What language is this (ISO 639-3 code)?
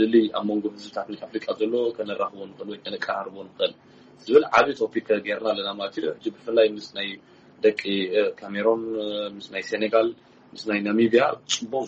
tir